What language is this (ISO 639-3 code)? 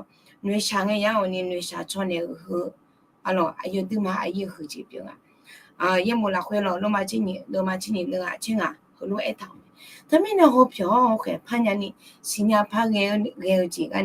ahk